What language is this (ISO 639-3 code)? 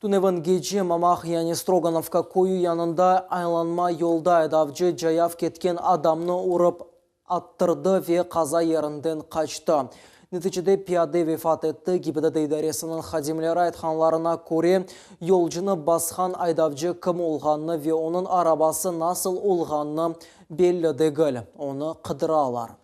crh